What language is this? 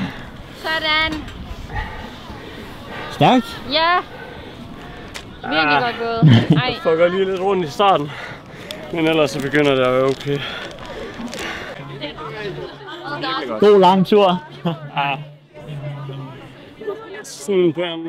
Danish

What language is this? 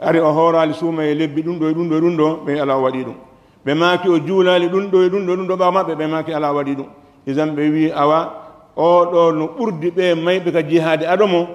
Pular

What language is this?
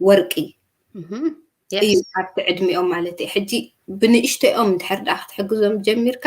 Tigrinya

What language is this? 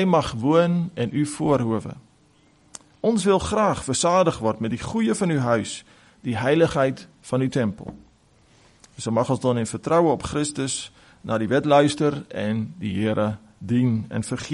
Afrikaans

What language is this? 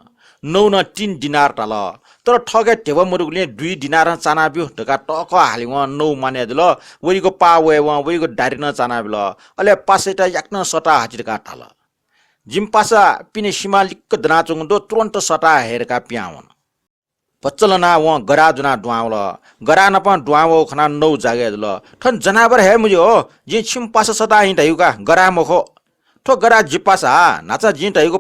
Newari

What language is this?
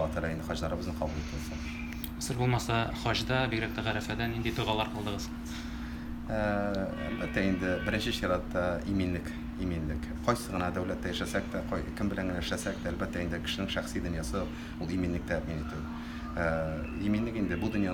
Tatar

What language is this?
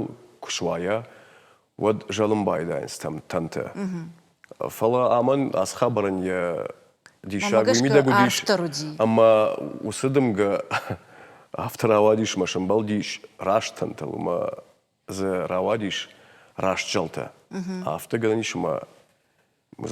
Ossetic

